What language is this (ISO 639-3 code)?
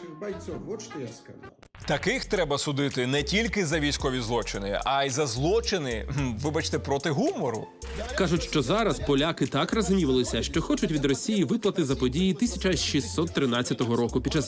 ukr